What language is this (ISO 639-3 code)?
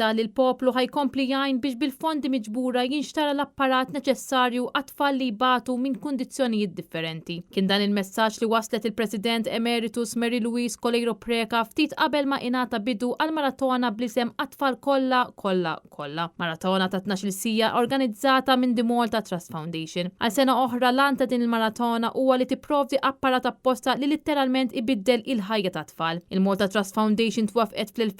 mlt